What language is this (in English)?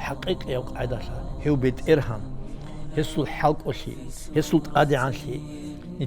Avaric